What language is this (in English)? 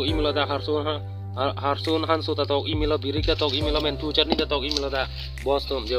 Karbi